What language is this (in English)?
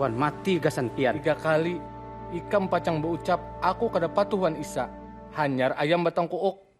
Banjar